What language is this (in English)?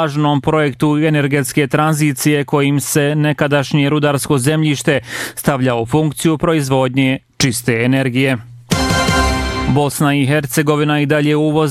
Bosnian